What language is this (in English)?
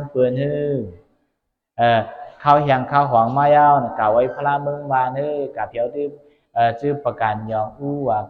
Shan